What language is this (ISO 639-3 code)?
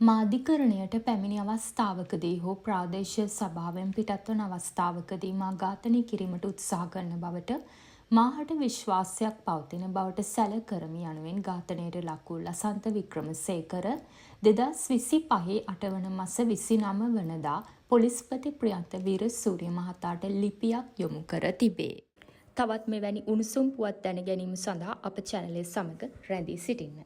sin